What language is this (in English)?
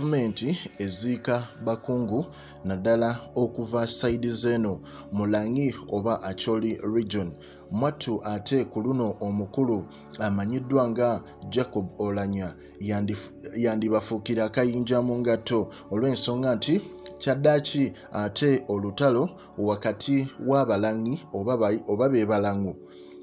Ganda